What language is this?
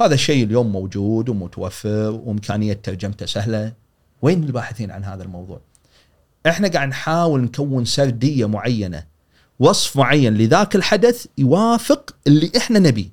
Gulf Arabic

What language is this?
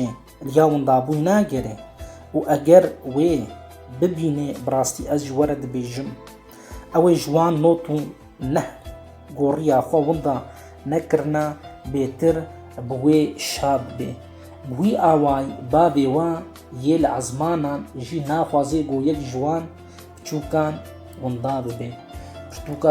Kurdish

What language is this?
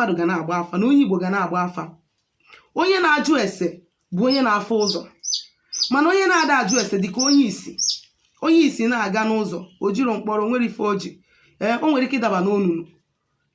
Igbo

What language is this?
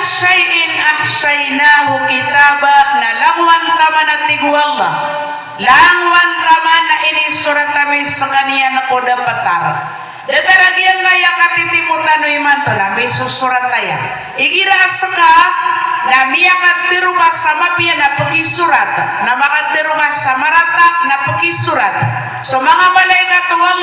Maranao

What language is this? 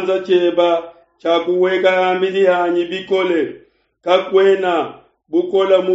Luba-Lulua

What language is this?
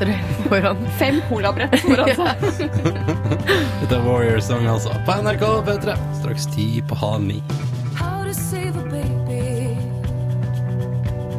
Norwegian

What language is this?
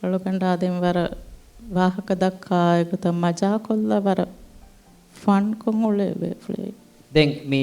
Divehi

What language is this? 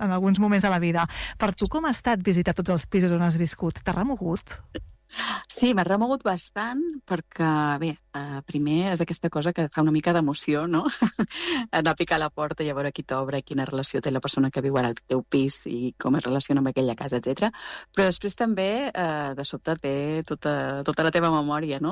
Catalan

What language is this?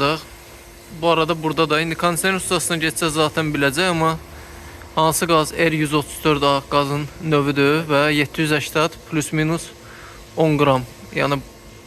Azerbaijani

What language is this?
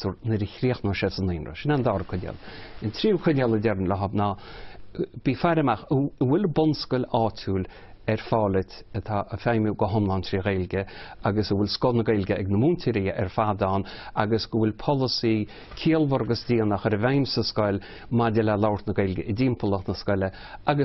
Irish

